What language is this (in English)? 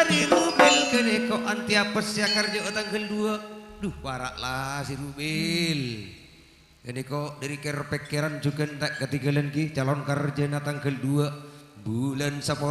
Madurese